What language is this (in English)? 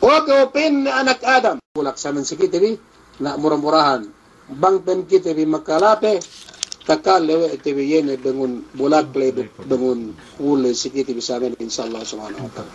Yakan